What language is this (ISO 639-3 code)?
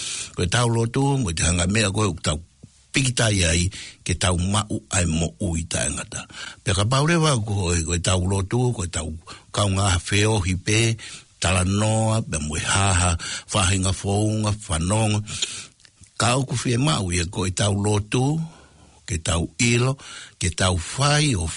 ton